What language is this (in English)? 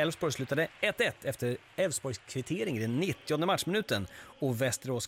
Swedish